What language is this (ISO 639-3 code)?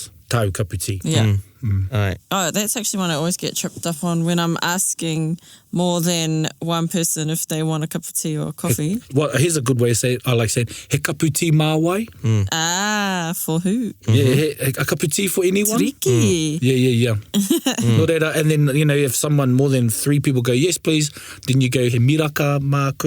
mri